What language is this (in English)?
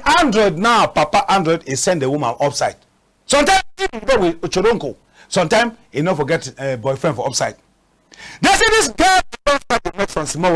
Cameroon Pidgin